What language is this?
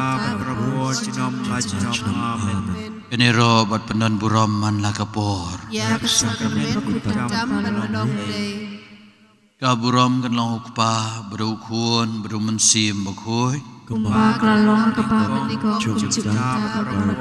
Khasi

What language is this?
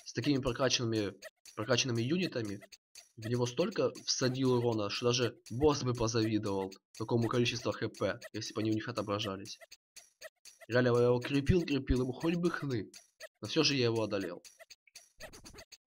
Russian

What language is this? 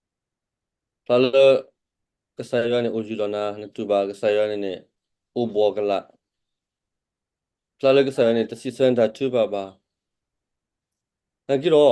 S'gaw Karen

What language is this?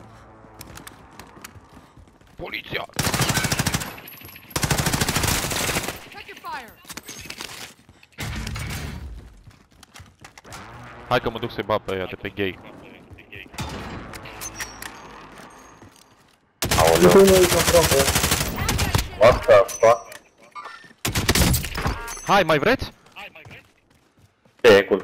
Romanian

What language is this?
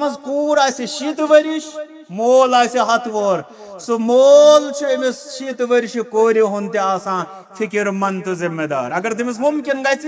Kashmiri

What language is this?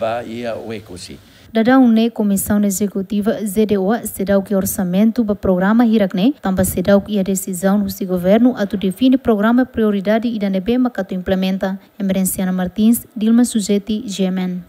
Tetum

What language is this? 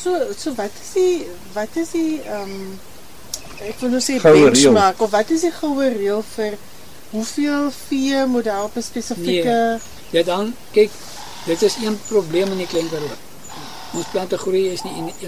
Afrikaans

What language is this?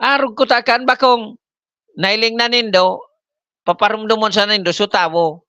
Bikol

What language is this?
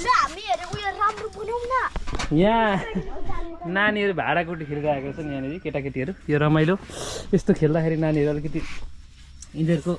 Nepali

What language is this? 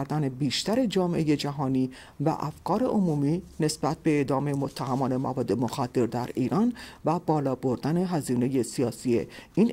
Persian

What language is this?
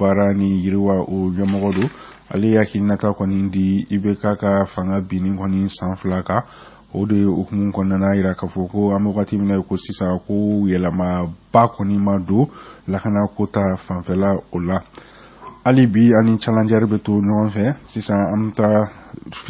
Bambara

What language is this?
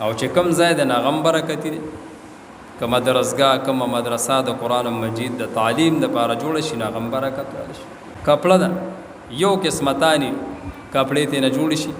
Pashto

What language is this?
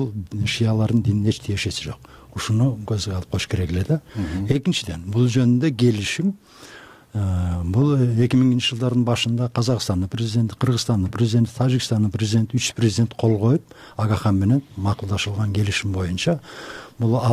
Kyrgyz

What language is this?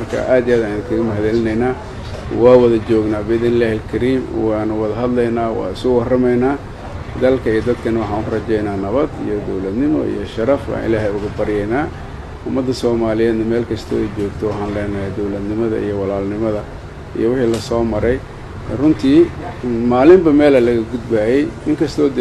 Somali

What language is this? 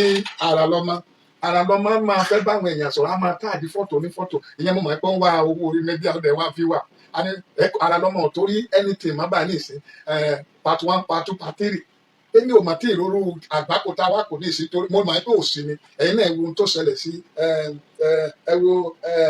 Yoruba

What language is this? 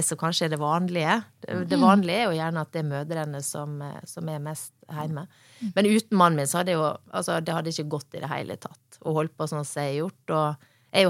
Norwegian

